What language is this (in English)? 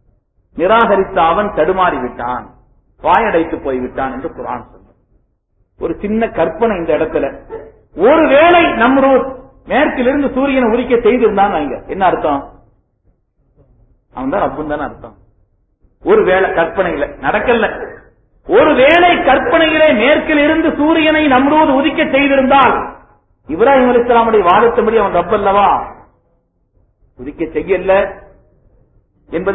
Tamil